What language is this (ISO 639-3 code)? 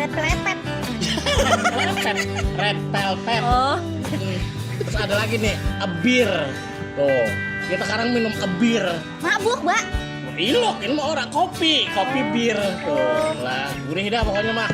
bew